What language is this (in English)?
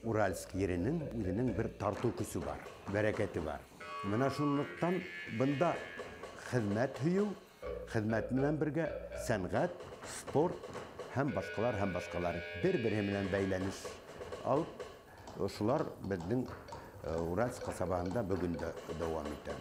Bashkir